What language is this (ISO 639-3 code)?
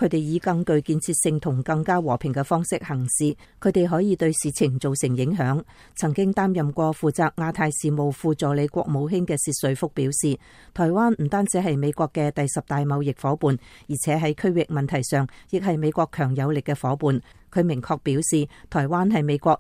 yue